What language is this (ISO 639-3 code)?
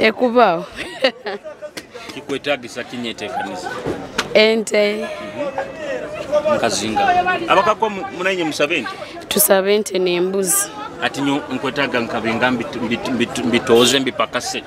nyo